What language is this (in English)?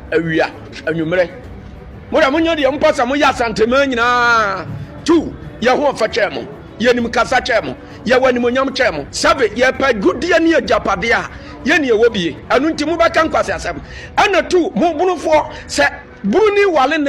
Akan